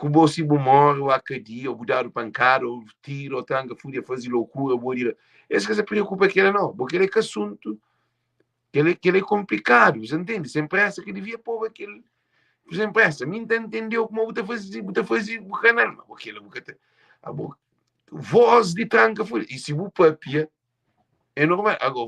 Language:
Kabuverdianu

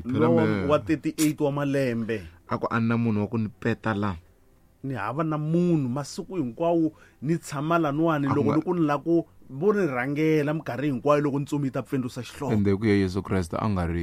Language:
Tsonga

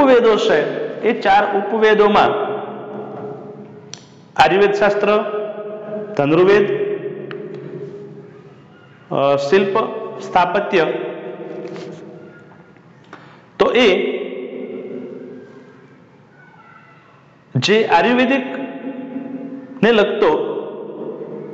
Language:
Gujarati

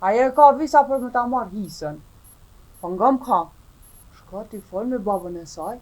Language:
Albanian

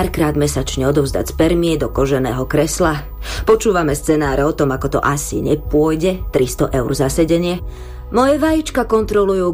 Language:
Slovak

